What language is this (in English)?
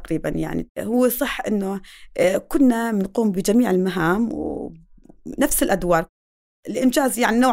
North Levantine Arabic